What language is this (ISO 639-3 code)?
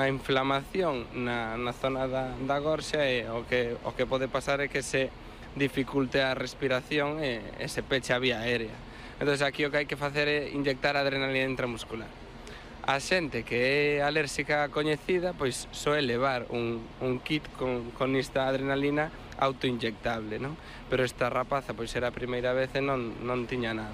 glg